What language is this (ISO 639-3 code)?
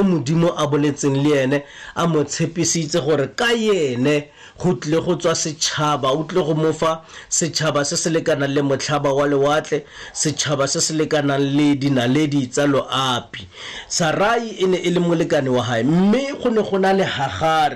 tsn